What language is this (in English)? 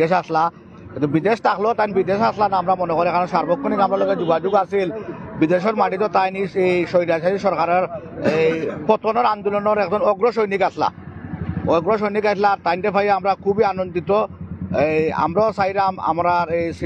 Sylheti